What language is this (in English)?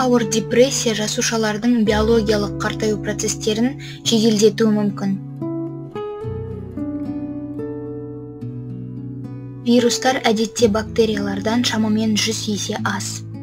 Kazakh